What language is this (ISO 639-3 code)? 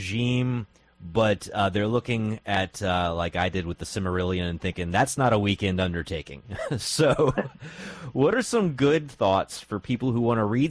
eng